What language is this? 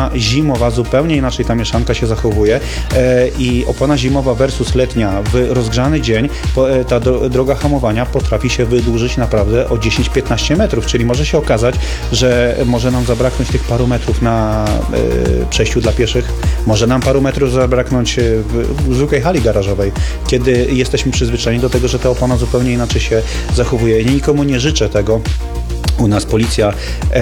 Polish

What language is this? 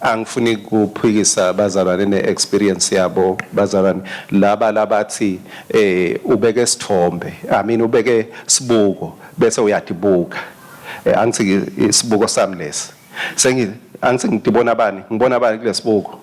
Swati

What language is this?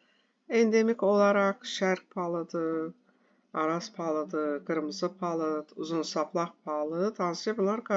Azerbaijani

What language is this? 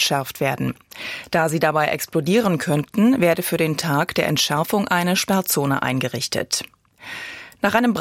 German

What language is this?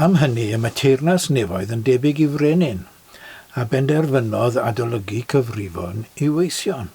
Welsh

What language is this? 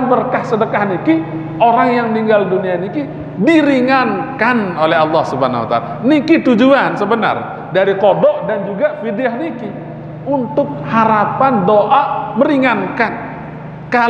Sasak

